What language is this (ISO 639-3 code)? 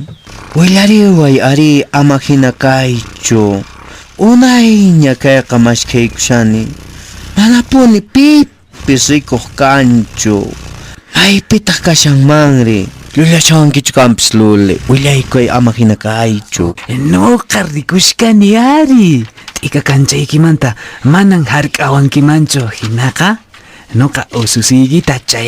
que